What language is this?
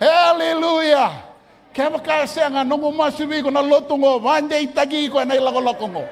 Fijian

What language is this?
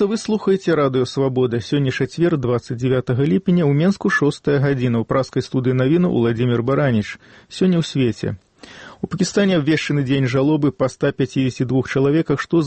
Belarusian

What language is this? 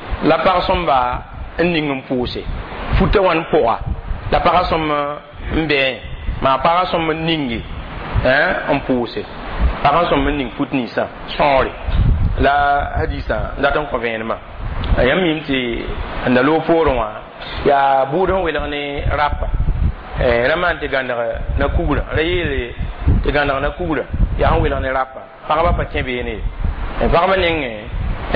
Mossi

